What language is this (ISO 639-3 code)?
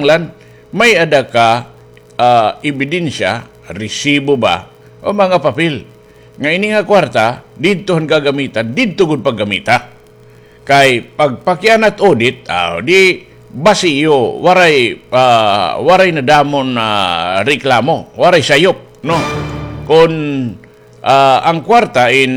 war